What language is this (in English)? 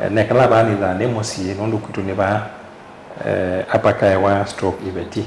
Kamba